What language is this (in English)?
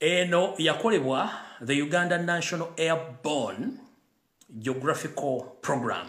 Ganda